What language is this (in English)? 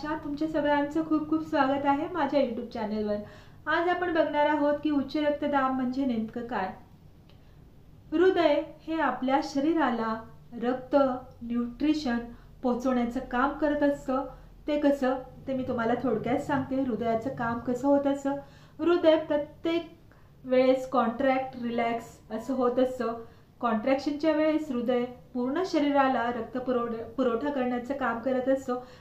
Marathi